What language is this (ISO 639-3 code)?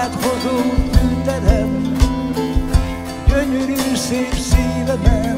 hun